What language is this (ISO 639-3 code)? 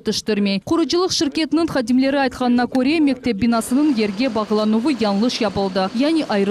crh